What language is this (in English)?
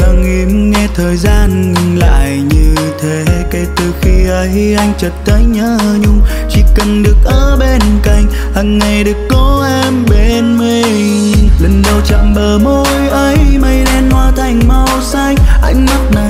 Vietnamese